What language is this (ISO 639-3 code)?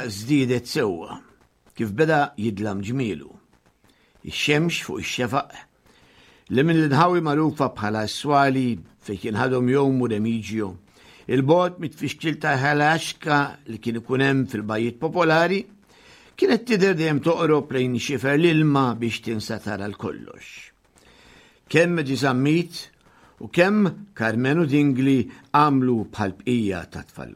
mlt